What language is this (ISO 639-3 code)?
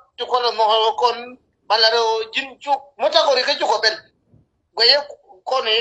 nus